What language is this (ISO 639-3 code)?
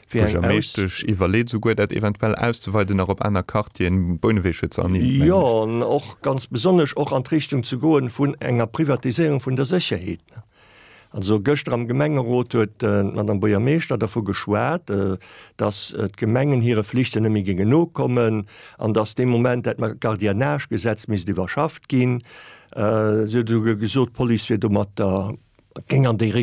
ltz